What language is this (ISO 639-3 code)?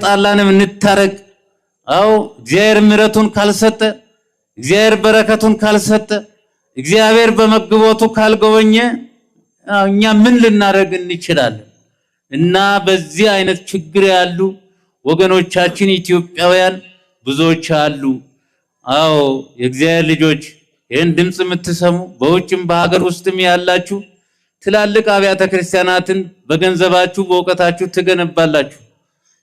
amh